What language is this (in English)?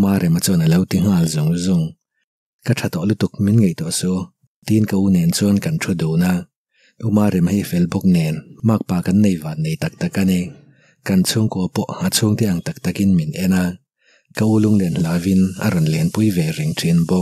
Mizo